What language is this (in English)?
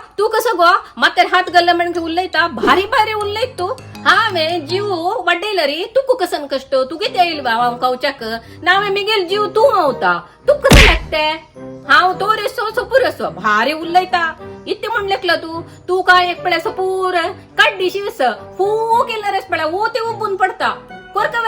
Konkani